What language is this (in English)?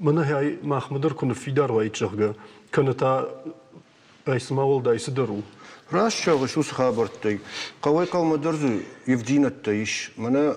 Ossetic